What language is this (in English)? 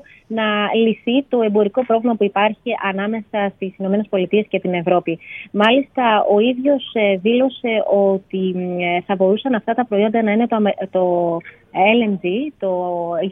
Greek